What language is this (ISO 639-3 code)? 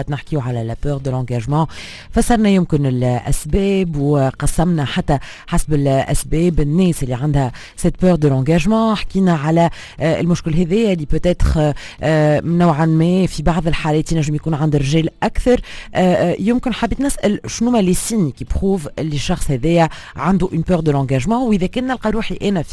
aeb